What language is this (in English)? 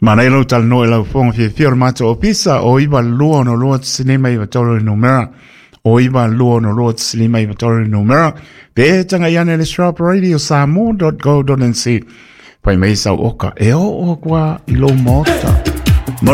Samoan